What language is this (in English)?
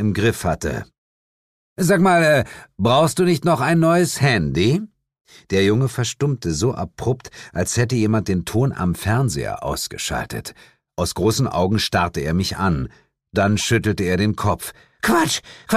German